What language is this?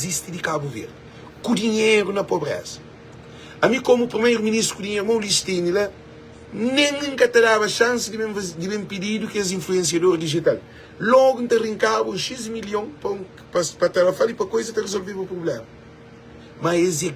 Kabuverdianu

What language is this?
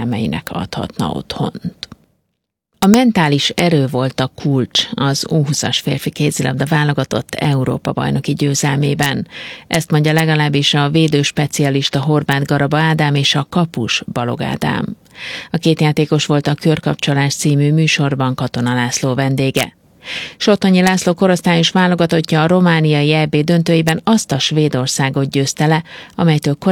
Hungarian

